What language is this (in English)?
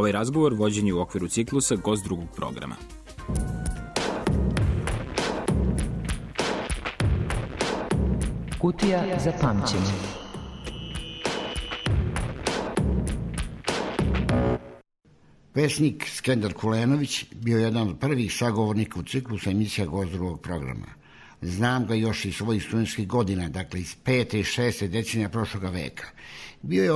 Serbian